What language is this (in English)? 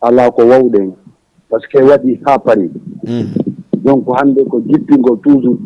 Fula